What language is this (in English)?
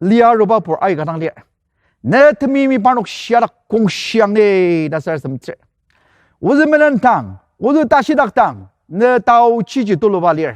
Ao Naga